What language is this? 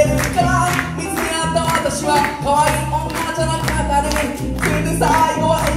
Japanese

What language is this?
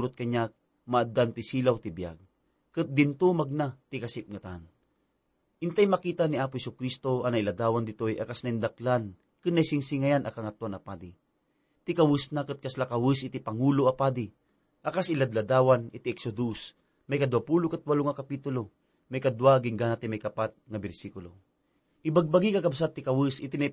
Iloko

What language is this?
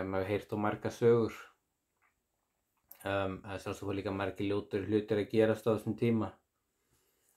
Icelandic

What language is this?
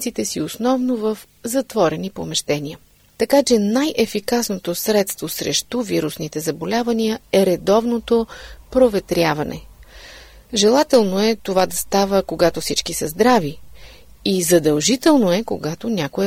Bulgarian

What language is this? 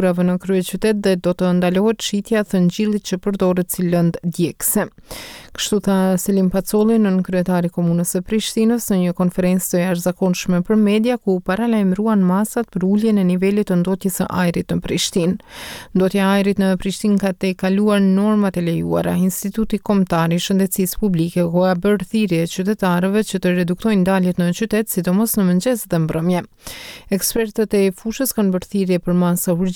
Albanian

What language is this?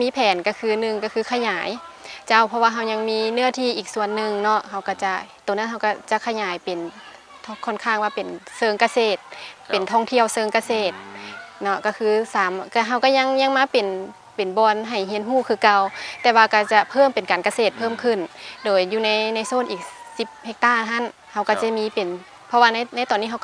Lao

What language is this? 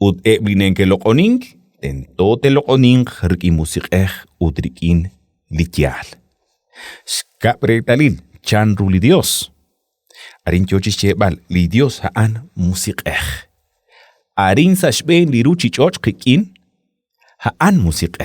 Kekchí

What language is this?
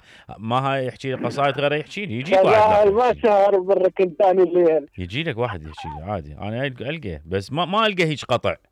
Mesopotamian Arabic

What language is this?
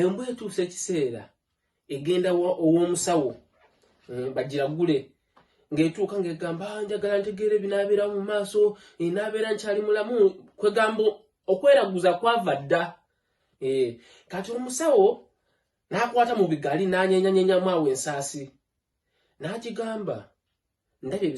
Ganda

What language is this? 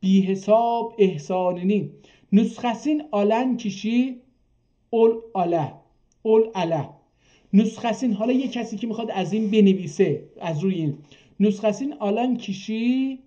South Azerbaijani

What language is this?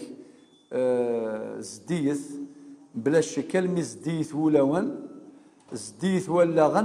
Kabyle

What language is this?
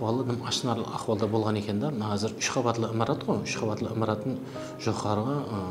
Kara-Kalpak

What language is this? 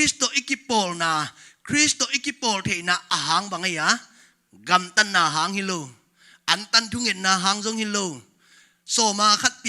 Tedim Chin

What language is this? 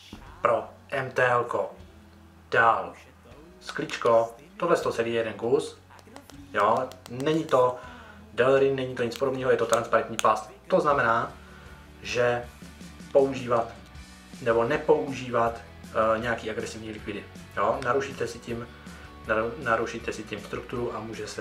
Czech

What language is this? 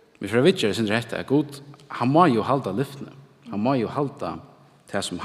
Faroese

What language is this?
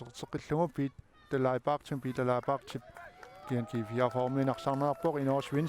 Kalaallisut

